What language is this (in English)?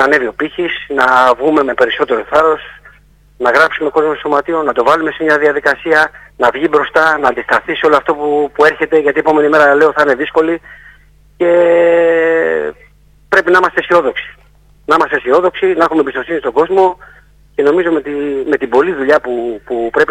Greek